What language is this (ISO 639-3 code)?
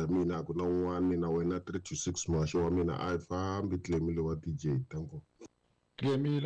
tso